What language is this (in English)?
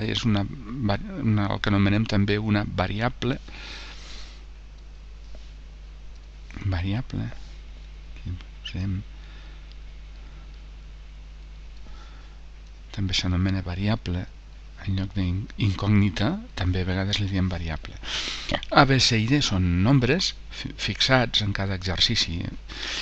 Catalan